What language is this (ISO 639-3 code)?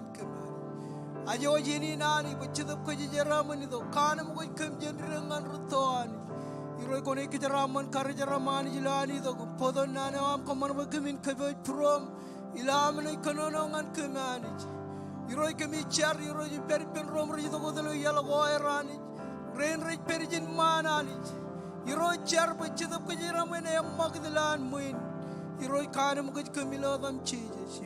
mah